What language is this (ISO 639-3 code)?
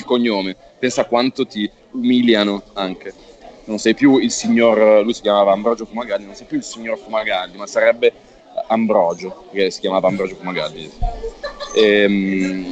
ita